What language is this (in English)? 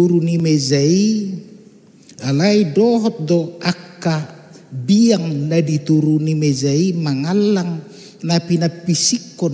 Batak Toba